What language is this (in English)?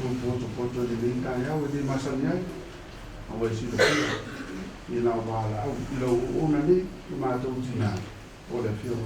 Samoan